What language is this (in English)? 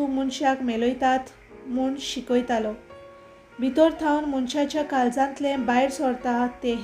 Konkani